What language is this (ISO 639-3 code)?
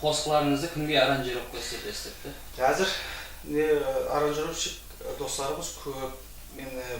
kaa